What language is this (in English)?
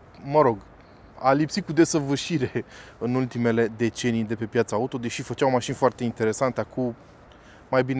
Romanian